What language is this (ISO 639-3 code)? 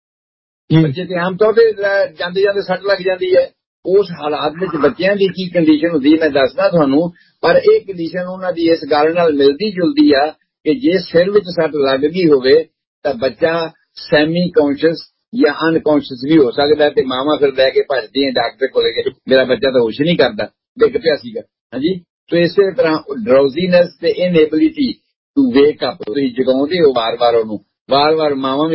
pan